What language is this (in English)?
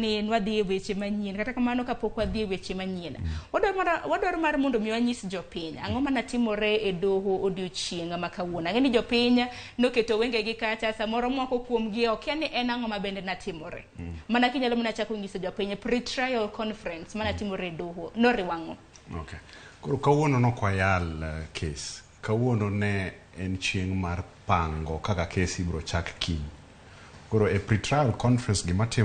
Luo (Kenya and Tanzania)